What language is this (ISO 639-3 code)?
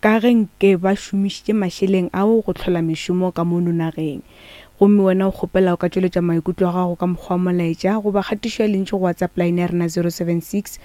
nso